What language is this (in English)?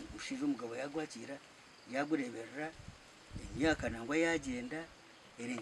Nyankole